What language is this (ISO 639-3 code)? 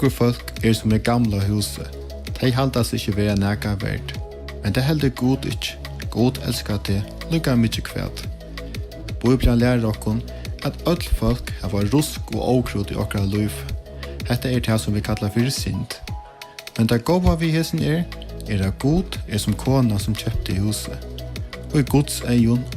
fao